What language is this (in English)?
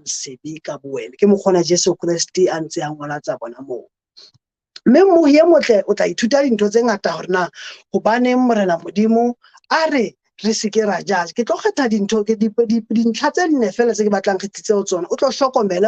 Southern Sotho